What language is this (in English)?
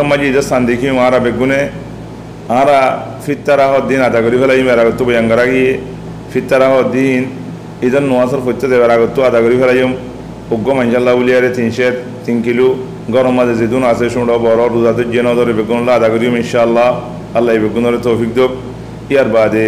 Rohingya